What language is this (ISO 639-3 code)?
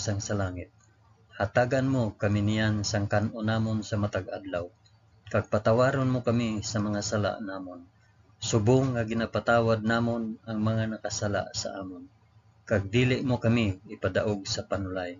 hil